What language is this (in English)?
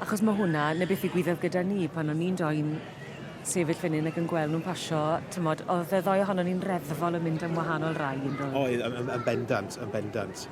Welsh